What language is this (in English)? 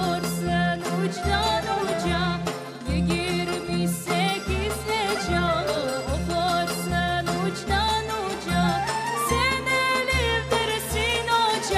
Crimean Tatar